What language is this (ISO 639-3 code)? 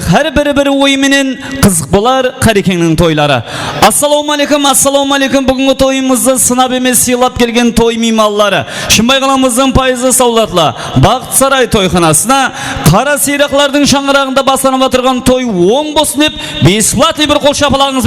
kaa